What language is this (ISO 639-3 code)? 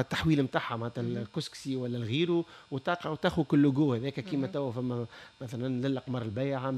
aeb